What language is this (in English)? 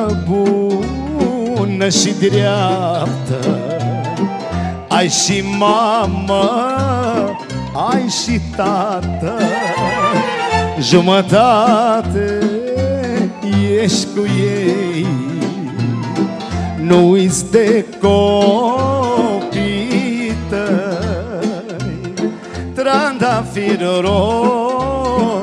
Romanian